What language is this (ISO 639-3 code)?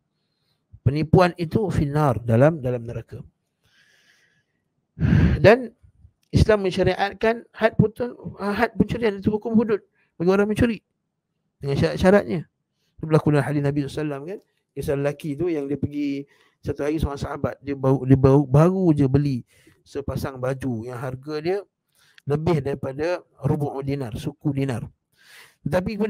msa